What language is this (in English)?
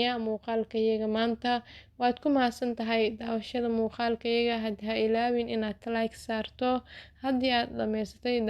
Somali